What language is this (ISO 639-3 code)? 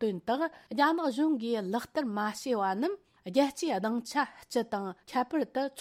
bod